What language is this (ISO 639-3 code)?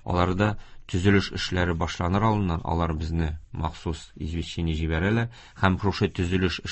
tat